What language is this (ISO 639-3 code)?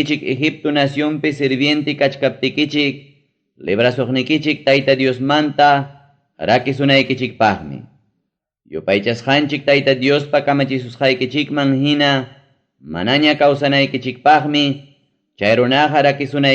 quy